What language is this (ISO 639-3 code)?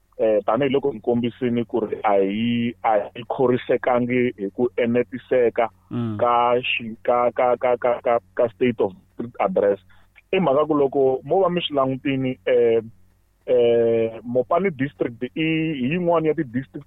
tso